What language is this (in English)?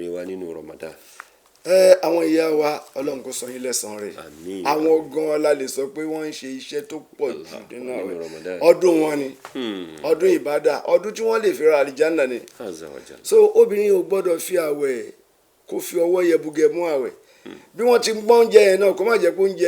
Yoruba